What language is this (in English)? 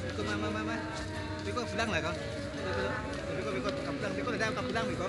Minangkabau